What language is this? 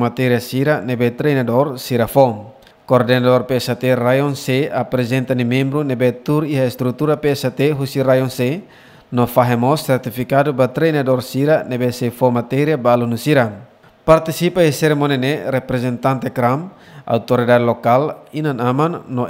Tetum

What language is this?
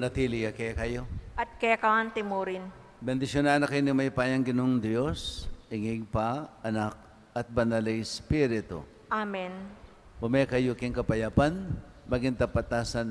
Pampanga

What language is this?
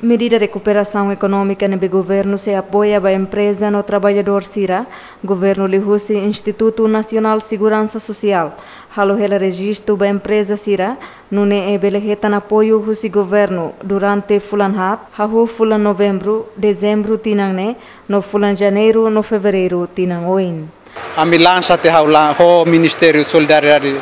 Tetum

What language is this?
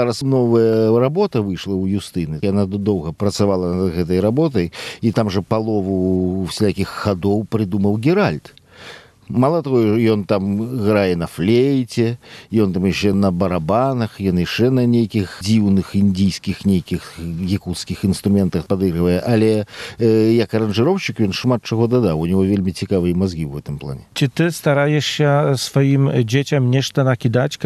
Belarusian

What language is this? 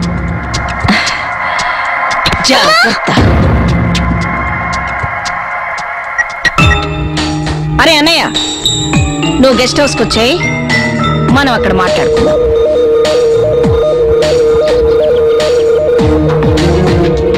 Telugu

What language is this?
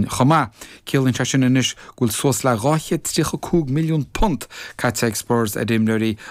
Irish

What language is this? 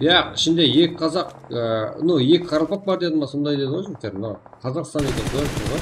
Kara-Kalpak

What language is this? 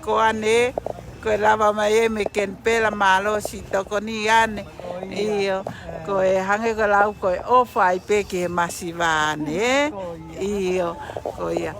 Tongan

